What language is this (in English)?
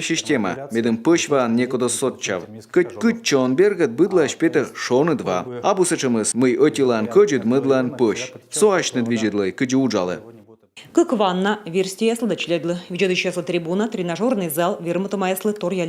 Komi